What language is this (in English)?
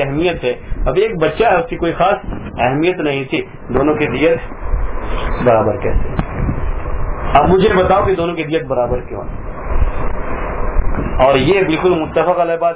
Urdu